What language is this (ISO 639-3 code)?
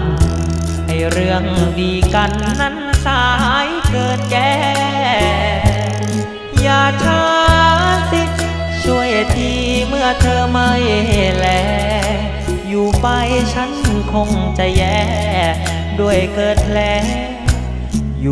tha